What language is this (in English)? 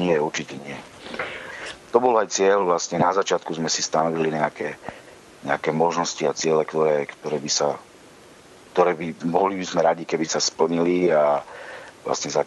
Slovak